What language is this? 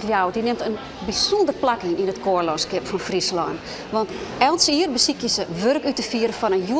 Western Frisian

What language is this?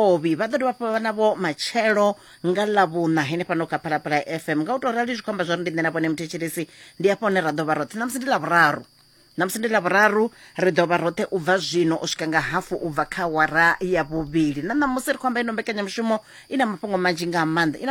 Venda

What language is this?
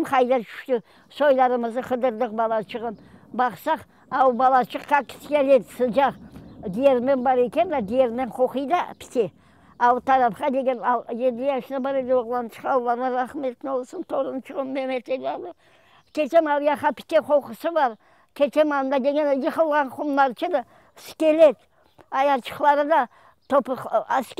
Crimean Tatar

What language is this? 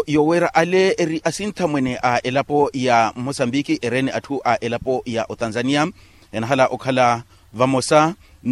Makhuwa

